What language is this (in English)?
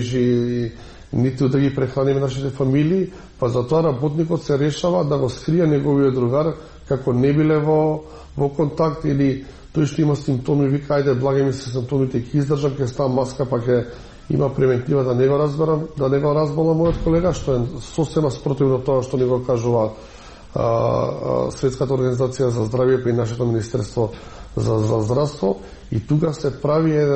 Macedonian